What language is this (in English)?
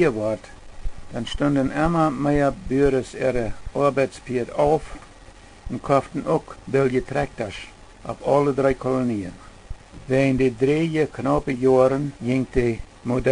Plautdietsch